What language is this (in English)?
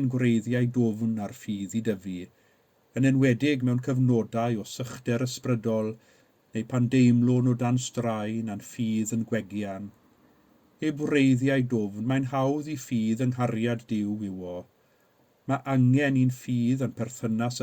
Welsh